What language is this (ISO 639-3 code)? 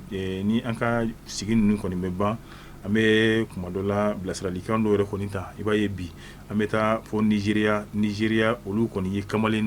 bam